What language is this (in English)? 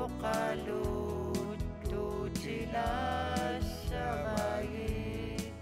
Kalaallisut